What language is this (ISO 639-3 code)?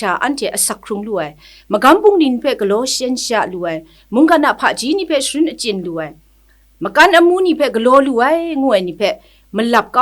kac